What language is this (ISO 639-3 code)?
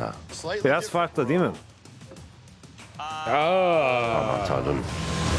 tur